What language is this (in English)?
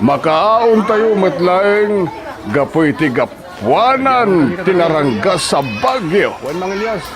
Iloko